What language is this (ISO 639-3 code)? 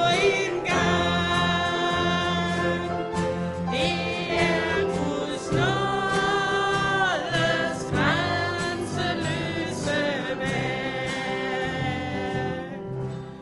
dan